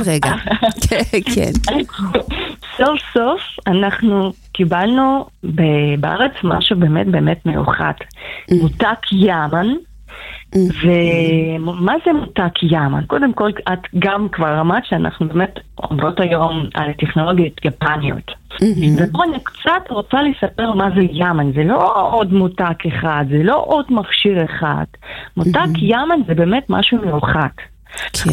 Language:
Hebrew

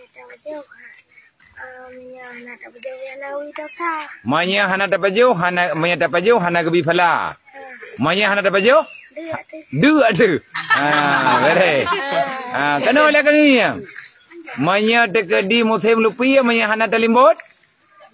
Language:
Achinese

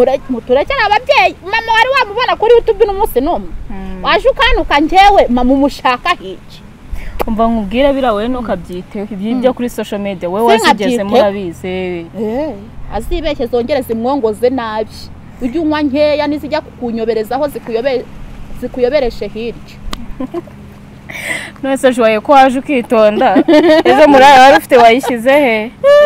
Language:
Kinyarwanda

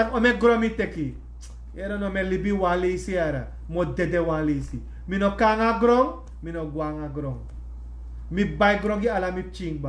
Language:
Sranan Tongo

